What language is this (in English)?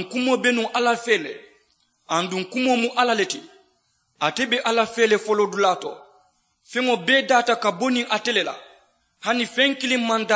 Mandingo